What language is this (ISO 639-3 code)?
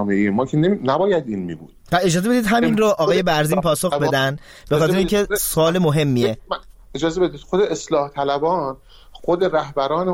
fas